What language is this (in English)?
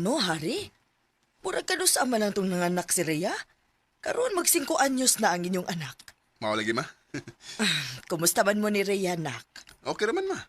Cebuano